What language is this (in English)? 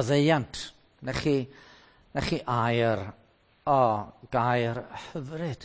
Welsh